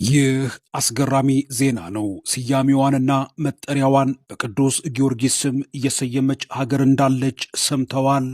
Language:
Amharic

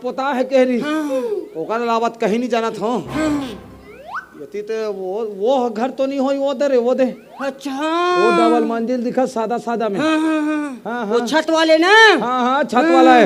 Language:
Chhattisgarhi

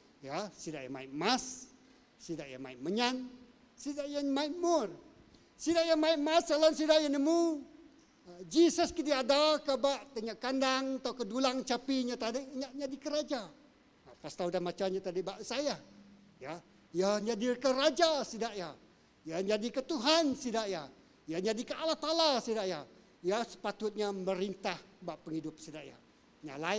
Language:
Iban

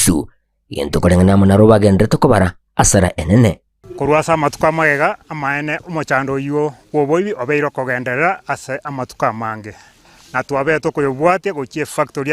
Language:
Gusii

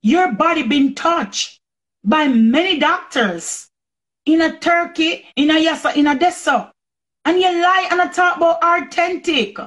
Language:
Jamaican Creole English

